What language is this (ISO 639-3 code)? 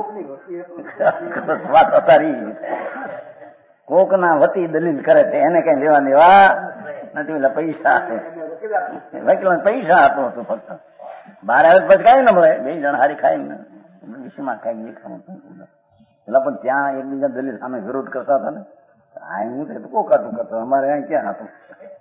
guj